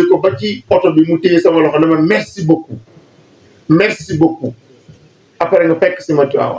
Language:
Wolof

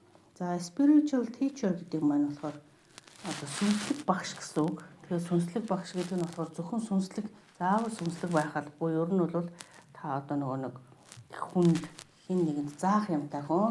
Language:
Mongolian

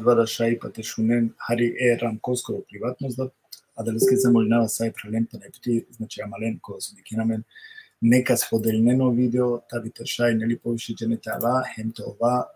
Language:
Balkan Romani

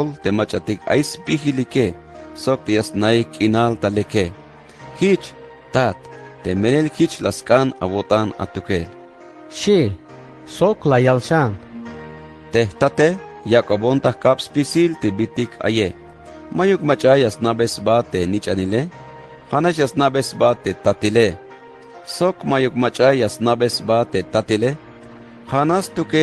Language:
Tzeltal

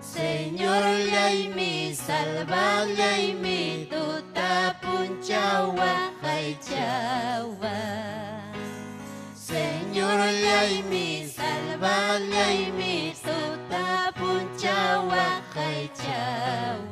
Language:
Ayacucho Quechua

